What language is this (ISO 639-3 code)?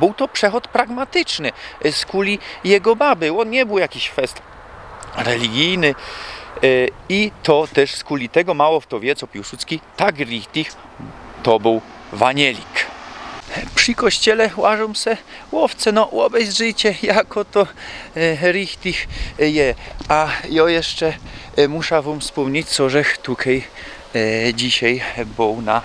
szl